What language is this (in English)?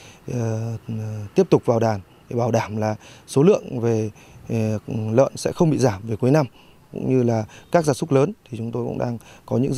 Vietnamese